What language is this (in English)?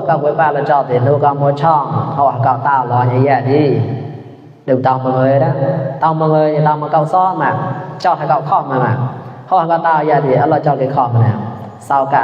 Mon